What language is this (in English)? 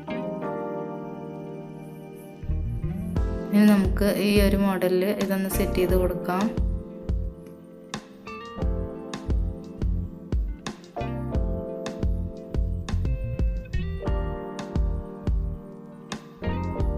Malayalam